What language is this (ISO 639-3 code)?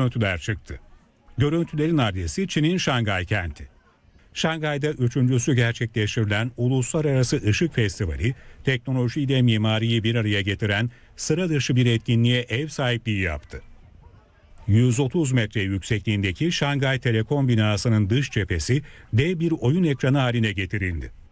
tur